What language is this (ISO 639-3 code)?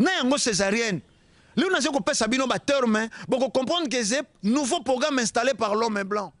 lin